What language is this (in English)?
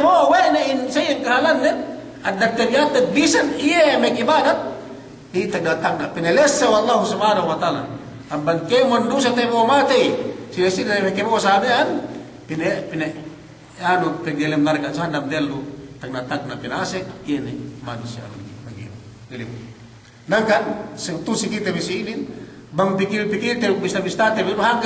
Yakan